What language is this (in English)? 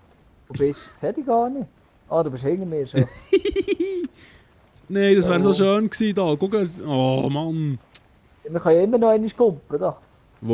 Swiss German